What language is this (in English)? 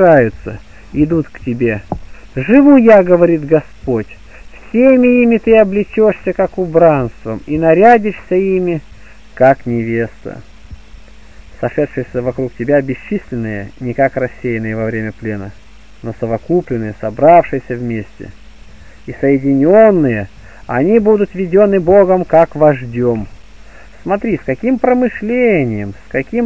Russian